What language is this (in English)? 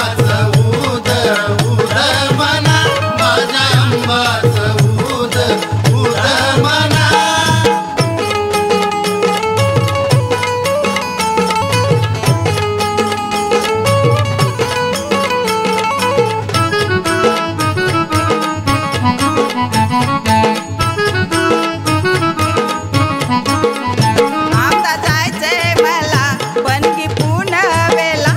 Marathi